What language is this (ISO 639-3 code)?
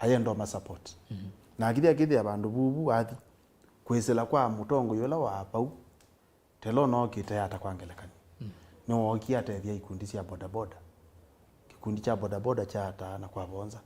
kam